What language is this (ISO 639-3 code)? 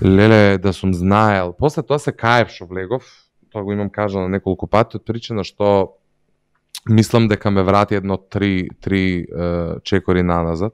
mkd